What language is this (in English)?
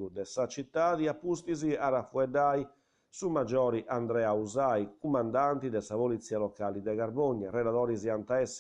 Sardinian